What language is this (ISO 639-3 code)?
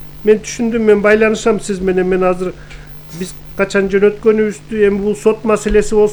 kir